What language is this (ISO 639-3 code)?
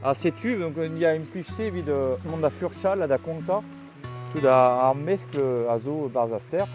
bre